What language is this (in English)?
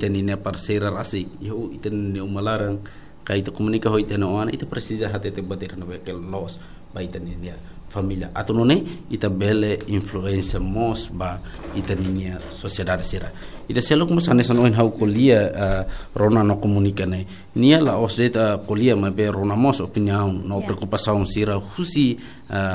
Tetum